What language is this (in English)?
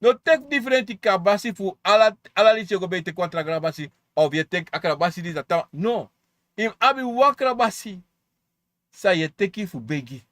Sranan Tongo